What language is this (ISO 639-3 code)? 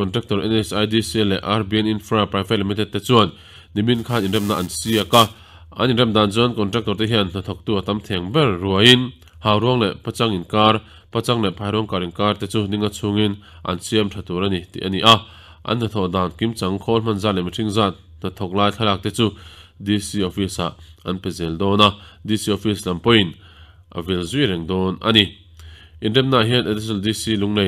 lus